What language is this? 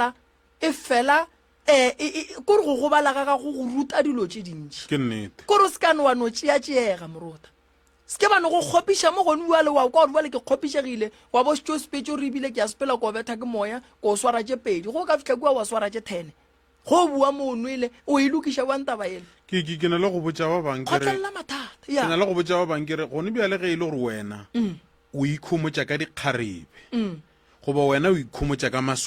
Northern Sotho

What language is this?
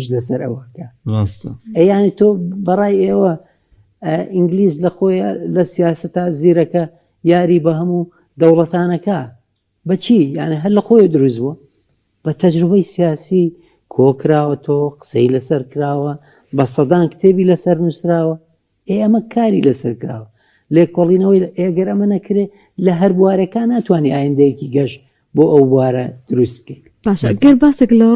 Central Kurdish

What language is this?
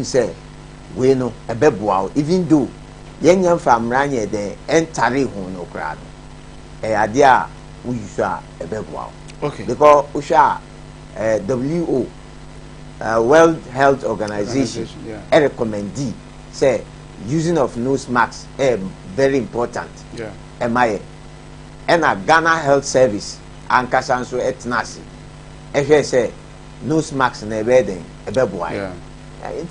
Akan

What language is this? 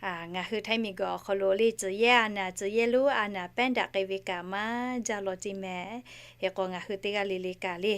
Lahu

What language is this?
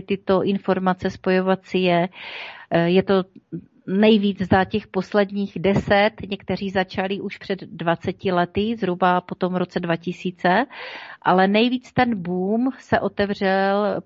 Czech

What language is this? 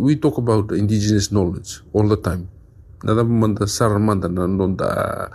Fijian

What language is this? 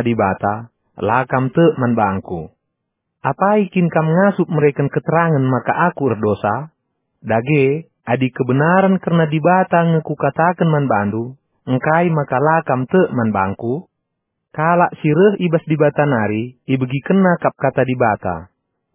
Batak Karo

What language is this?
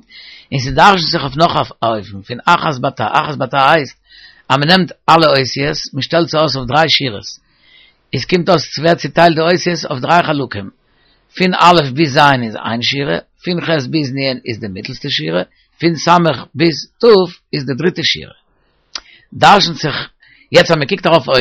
Yiddish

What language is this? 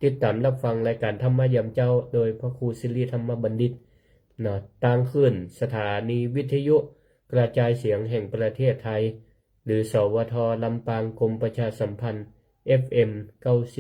Northern Thai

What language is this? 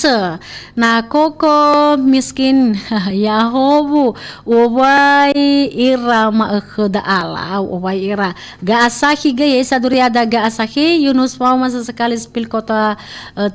Nias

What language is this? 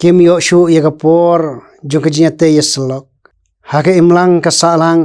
Khasi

